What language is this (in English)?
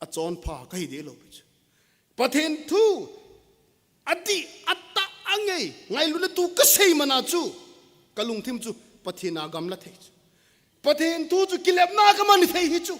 Thado Chin